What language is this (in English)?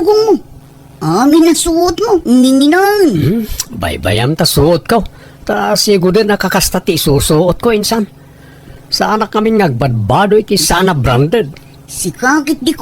Iloko